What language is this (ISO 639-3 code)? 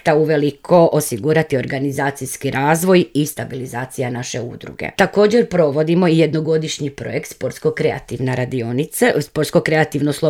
hrv